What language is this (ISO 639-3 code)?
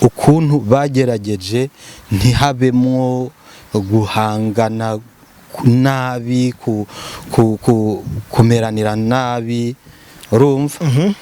run